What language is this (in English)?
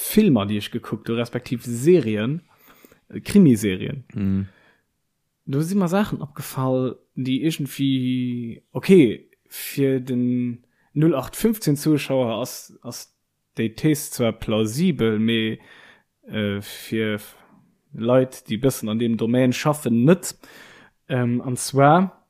Luxembourgish